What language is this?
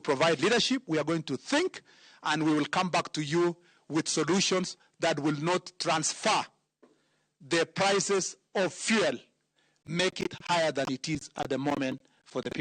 Luo (Kenya and Tanzania)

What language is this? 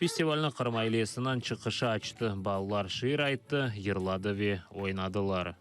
Crimean Tatar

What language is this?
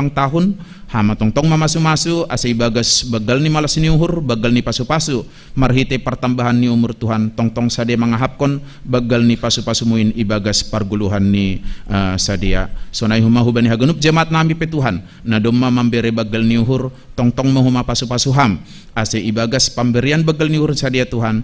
Batak Simalungun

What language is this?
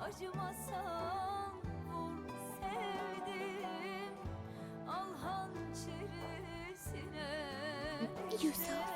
Persian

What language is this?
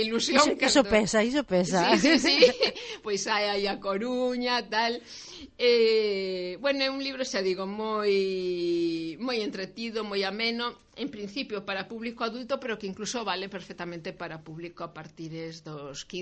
Galician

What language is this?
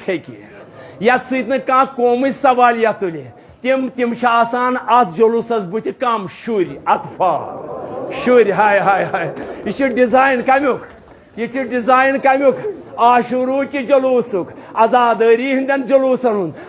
Kashmiri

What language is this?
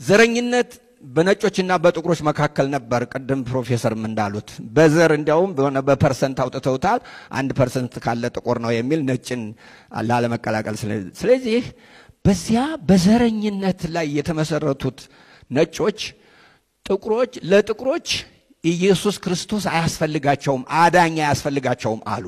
Amharic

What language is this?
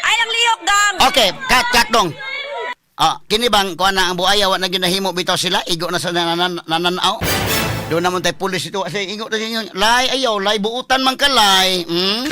Cebuano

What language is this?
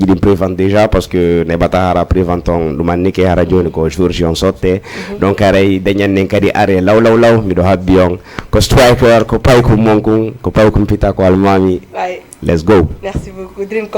Fula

